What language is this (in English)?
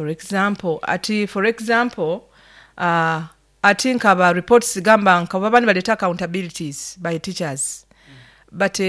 Nyoro